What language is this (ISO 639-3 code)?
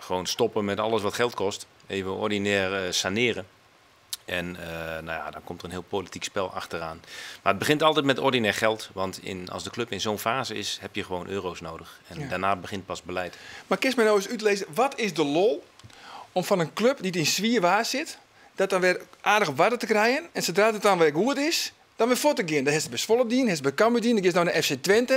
fry